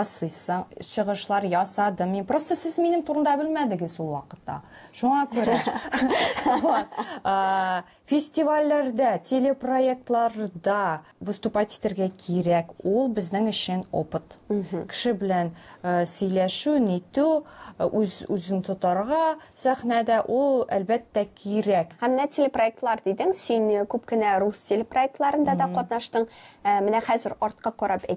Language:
Tatar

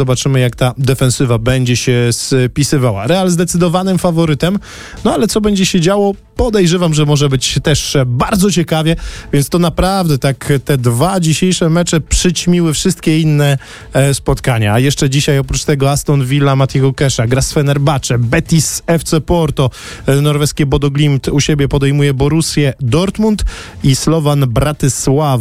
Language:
Polish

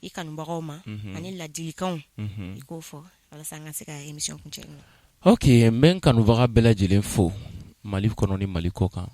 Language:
Bambara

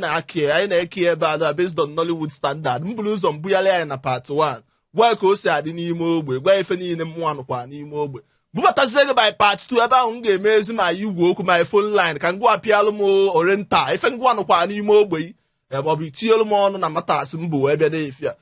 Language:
Igbo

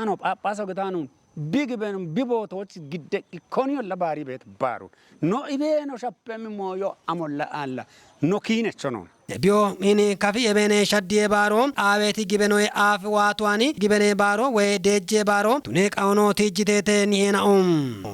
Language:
Kafa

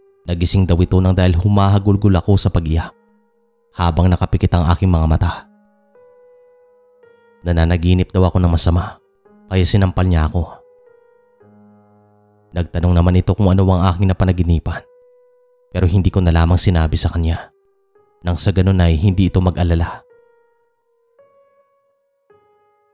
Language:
Filipino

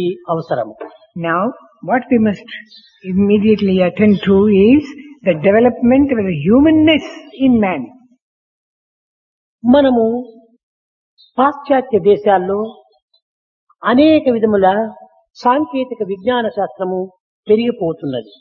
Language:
Telugu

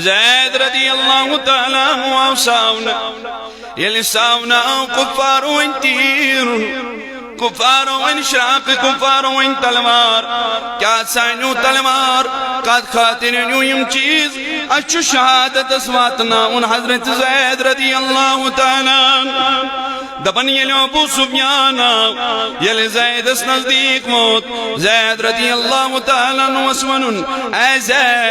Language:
Kashmiri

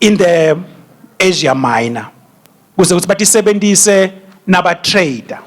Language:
Swati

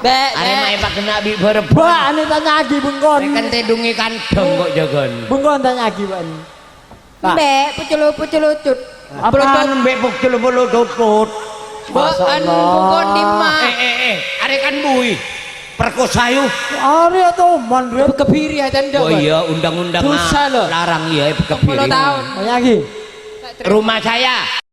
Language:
Madurese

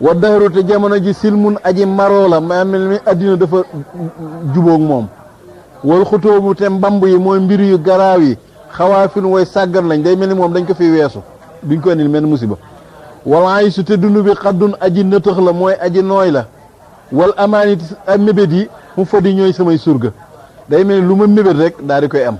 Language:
Wolof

